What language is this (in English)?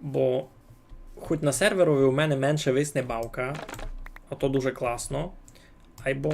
Rusyn